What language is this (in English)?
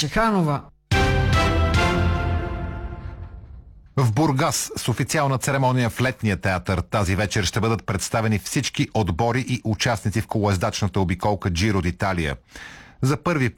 Bulgarian